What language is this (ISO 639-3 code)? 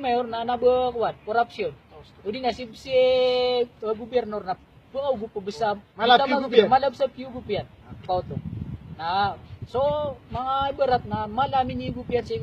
mrw